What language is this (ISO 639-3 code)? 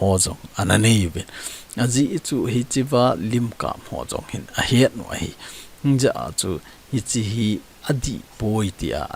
tcz